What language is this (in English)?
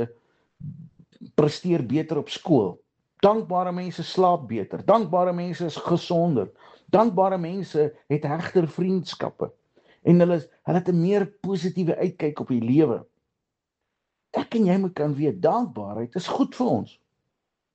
Afrikaans